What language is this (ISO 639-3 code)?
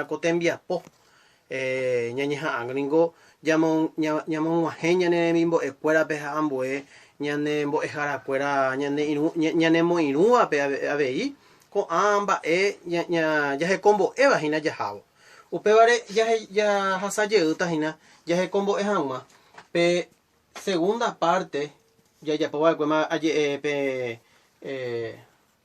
grn